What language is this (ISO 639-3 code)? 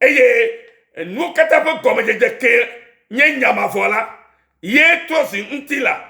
ewe